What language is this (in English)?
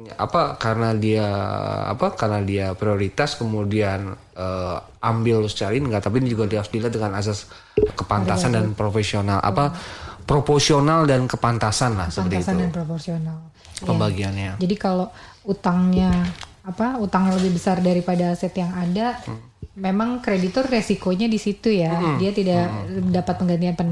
Indonesian